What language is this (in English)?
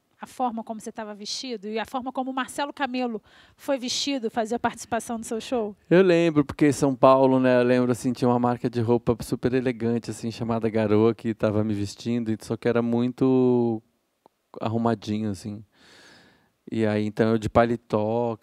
Portuguese